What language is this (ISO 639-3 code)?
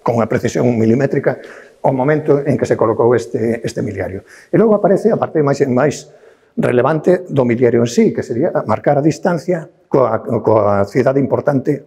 glg